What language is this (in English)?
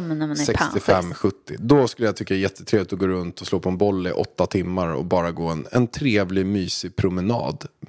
Swedish